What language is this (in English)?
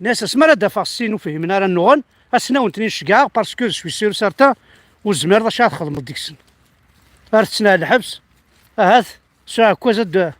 Kabyle